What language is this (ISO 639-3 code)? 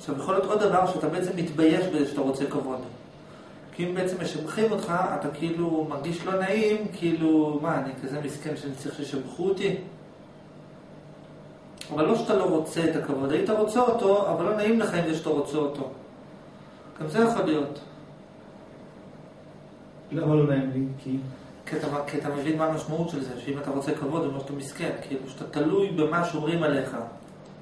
heb